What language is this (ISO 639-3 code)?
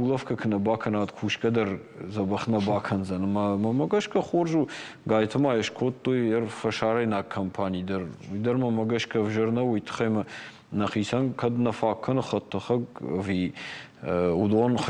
oss